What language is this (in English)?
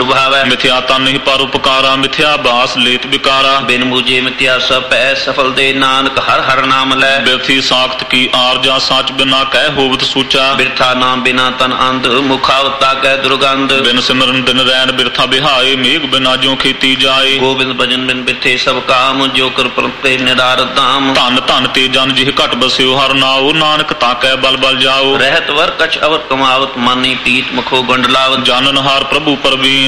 Punjabi